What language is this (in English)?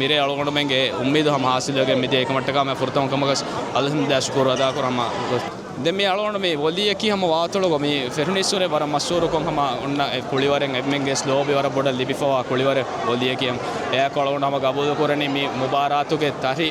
Divehi